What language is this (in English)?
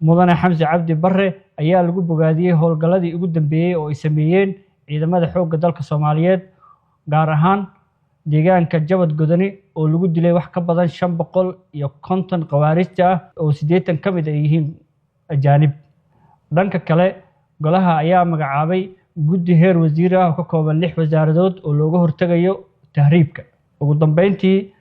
Somali